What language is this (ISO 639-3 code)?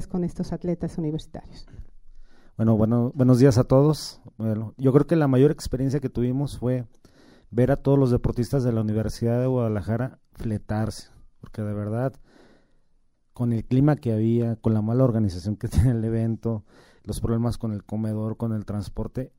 spa